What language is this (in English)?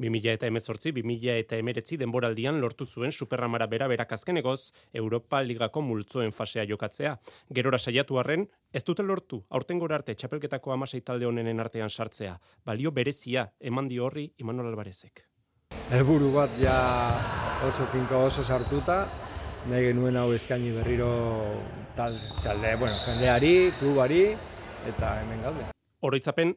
Basque